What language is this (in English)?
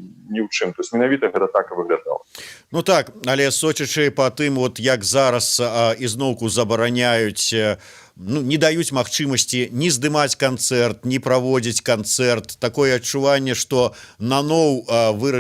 Belarusian